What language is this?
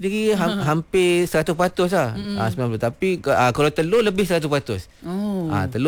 Malay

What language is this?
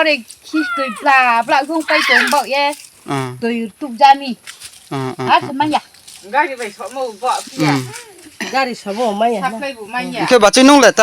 Riang (India)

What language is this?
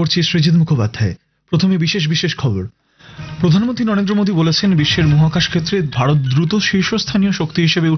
Bangla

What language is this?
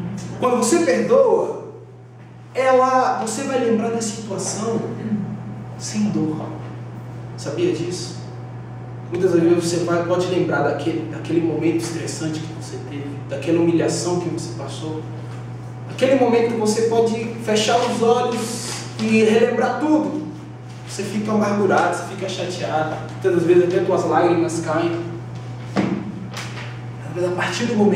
Portuguese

